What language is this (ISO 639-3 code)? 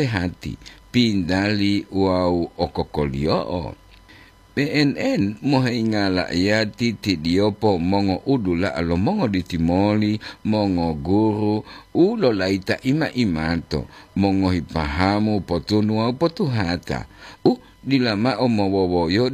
gor